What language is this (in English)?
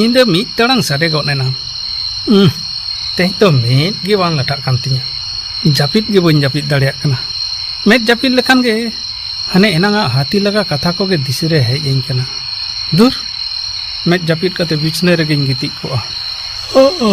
Santali